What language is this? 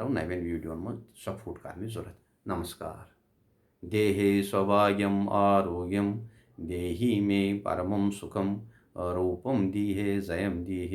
Kashmiri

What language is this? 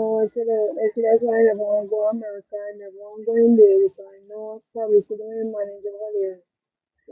Jamaican Creole English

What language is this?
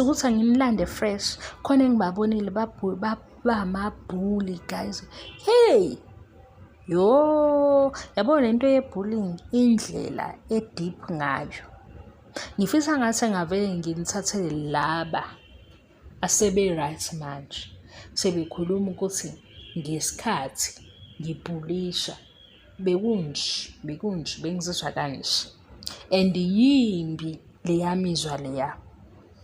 Zulu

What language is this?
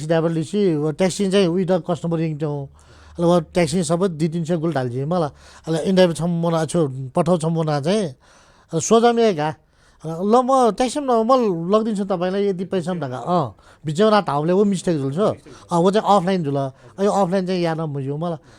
Newari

